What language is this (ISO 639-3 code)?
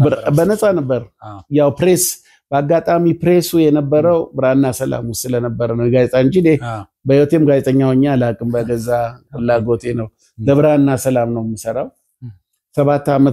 amh